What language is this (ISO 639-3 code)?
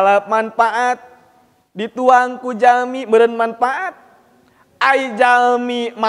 sun